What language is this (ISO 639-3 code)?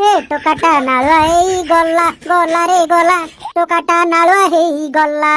ori